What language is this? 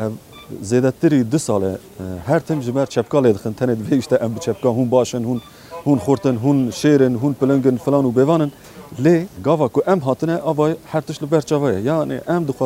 Kurdish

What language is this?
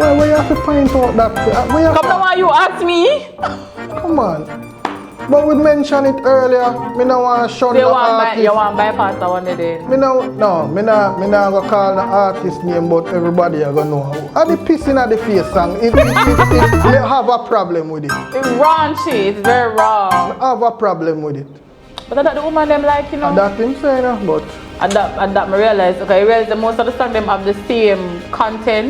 Jamaican Creole English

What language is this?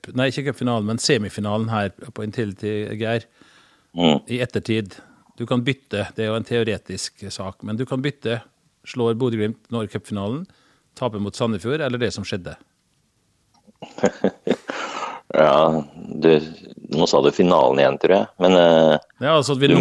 Norwegian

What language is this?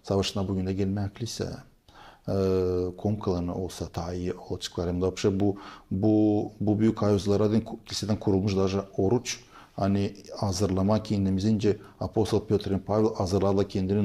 Gagauz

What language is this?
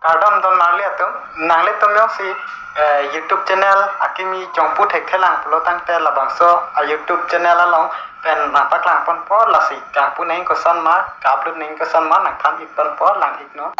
Karbi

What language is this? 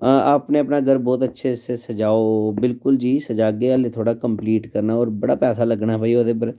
Dogri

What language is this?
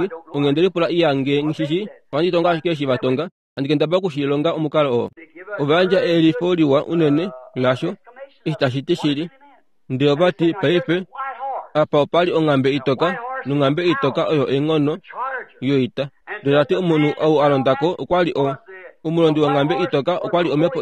Kuanyama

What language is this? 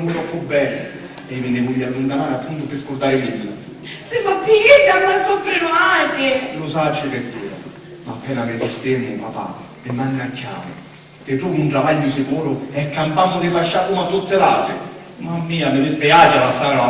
Sicilian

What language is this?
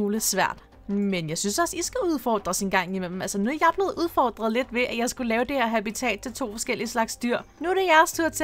Danish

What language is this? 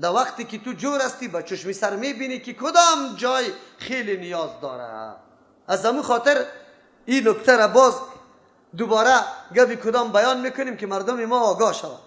Persian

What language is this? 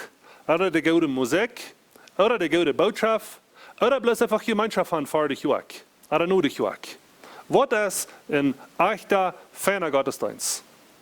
Plautdietsch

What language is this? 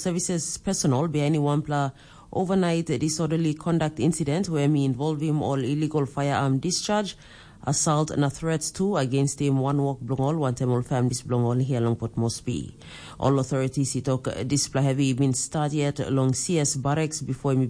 Tok Pisin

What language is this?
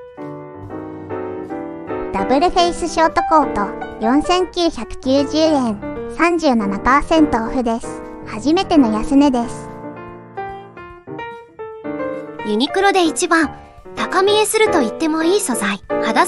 Japanese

